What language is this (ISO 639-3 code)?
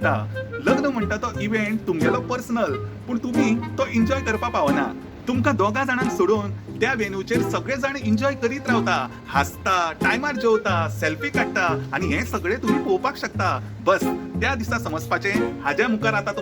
kok